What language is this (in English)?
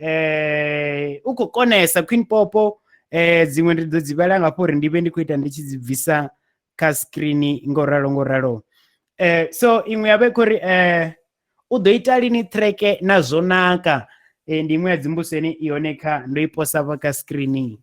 Venda